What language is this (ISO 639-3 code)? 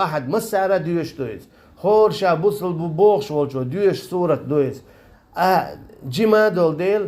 che